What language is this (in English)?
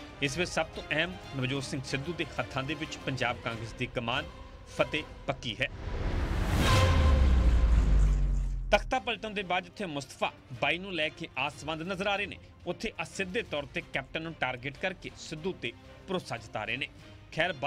Punjabi